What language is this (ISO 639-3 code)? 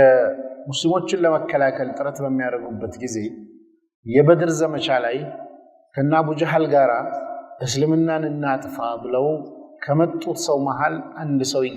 amh